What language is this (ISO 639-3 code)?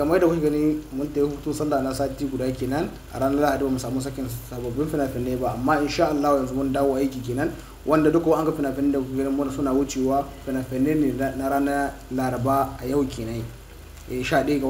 hau